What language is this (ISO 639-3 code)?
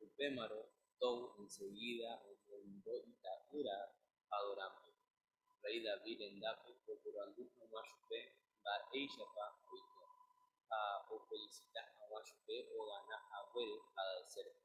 grn